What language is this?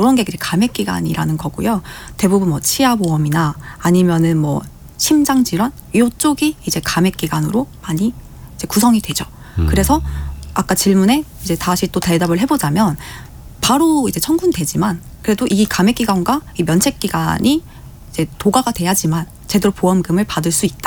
Korean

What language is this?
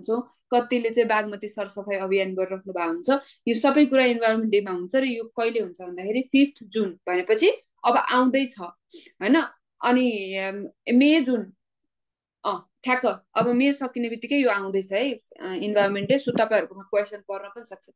Nepali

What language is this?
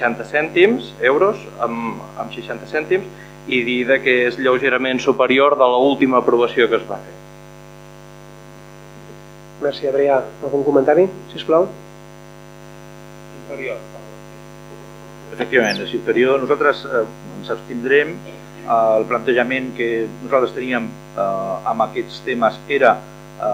Catalan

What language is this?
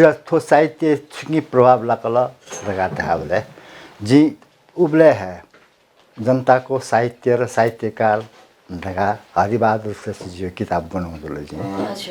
Newari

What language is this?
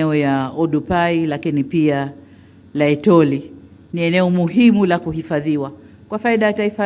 Swahili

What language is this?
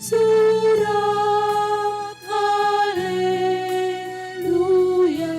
Batak Karo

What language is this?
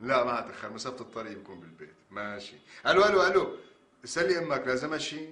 North Levantine Arabic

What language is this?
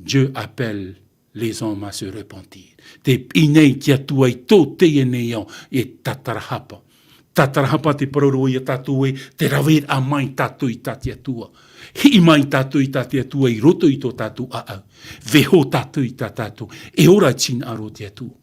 Tahitian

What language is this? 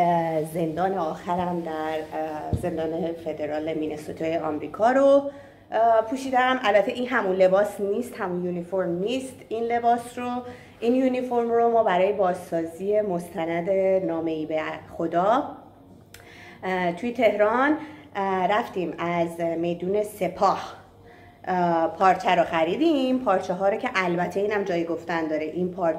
Persian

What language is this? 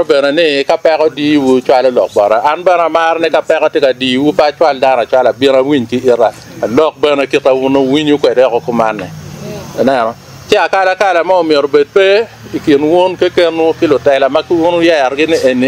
Acoli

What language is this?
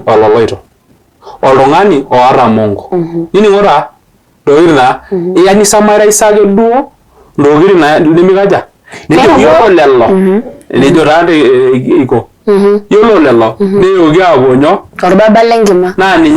Masai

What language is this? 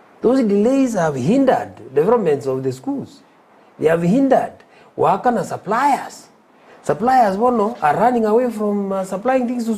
Gusii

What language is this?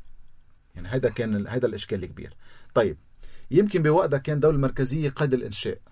North Levantine Arabic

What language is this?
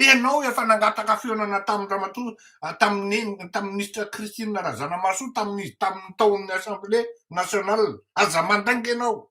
Malagasy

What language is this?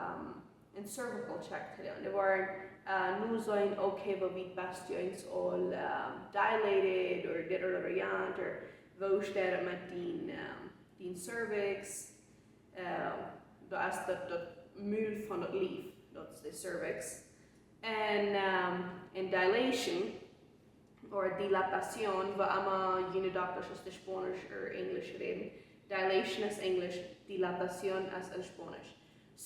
Plautdietsch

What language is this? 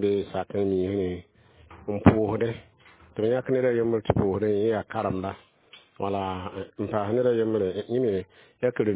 Mossi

